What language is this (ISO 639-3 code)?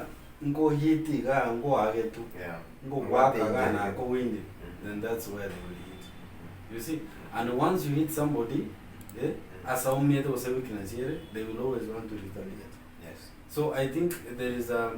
guz